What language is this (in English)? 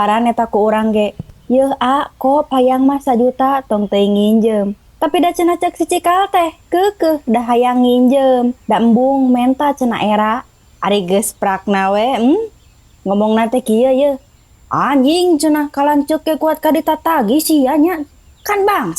Sundanese